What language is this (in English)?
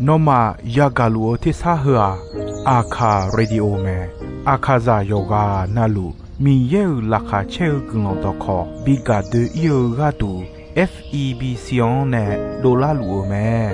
Akha